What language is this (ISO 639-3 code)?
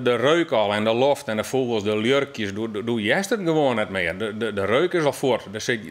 fry